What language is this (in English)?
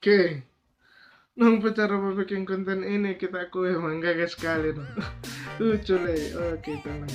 Manado Malay